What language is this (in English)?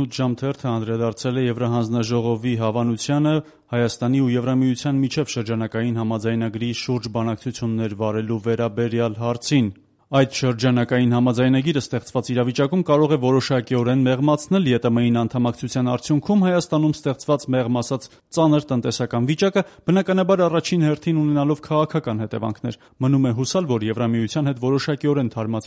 Armenian